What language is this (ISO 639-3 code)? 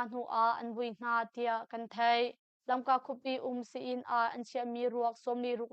cnh